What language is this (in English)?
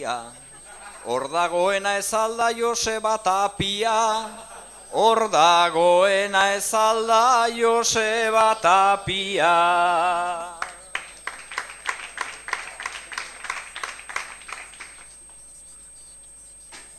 Basque